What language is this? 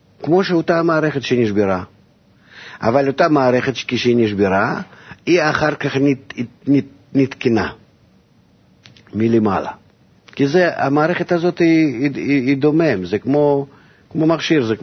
Hebrew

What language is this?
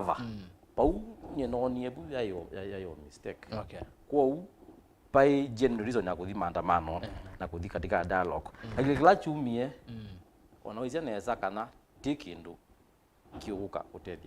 Kamba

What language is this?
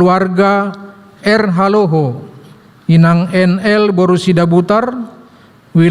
Batak Toba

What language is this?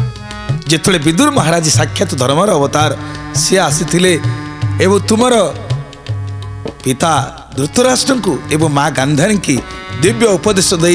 Odia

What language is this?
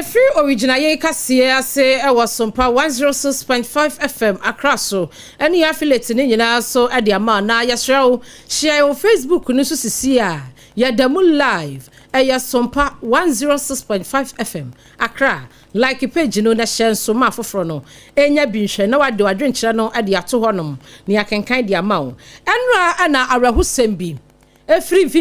Akan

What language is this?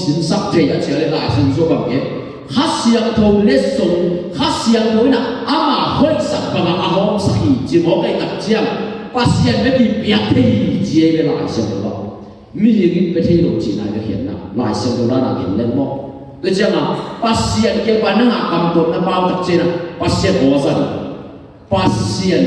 Tedim Chin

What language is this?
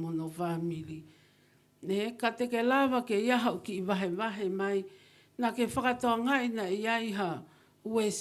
Tongan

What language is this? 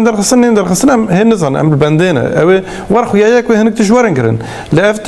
Kurdish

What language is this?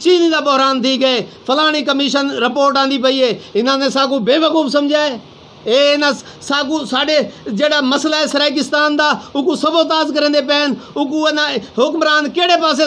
Saraiki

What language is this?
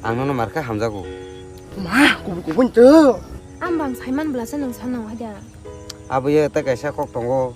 Kok Borok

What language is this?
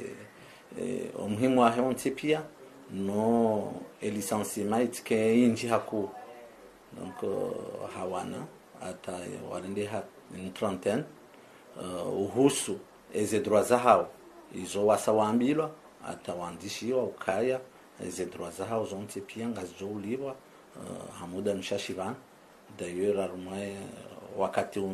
Ngazidja Comorian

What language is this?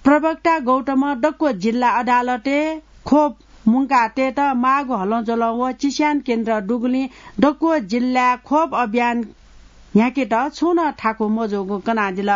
Newari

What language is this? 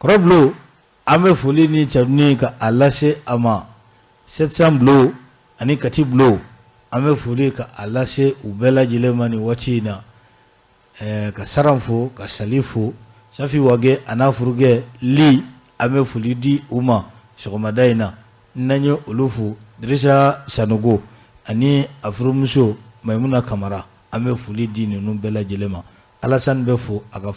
Bambara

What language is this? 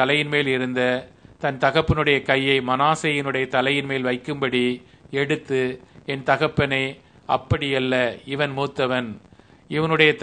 Tamil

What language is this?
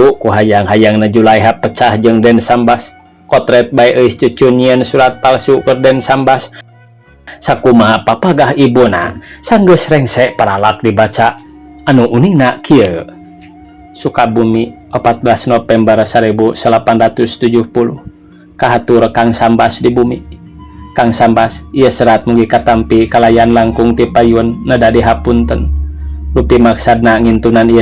Sundanese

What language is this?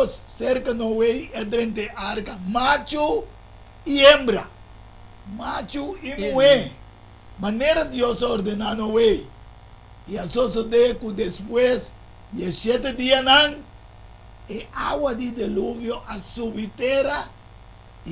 Papiamento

